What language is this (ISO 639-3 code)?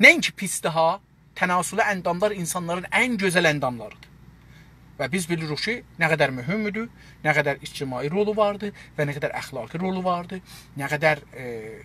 azb